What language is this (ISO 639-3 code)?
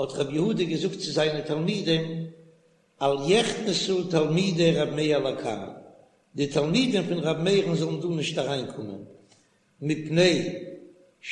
yid